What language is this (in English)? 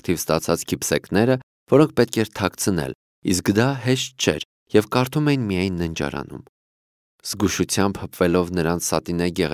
Armenian